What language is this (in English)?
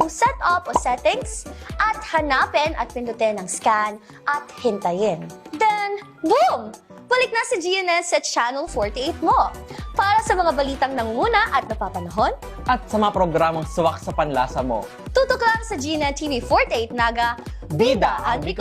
Bikol